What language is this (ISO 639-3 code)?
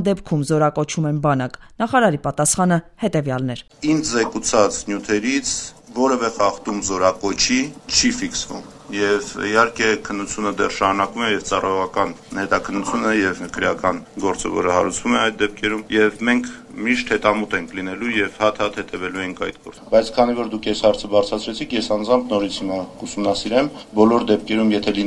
hye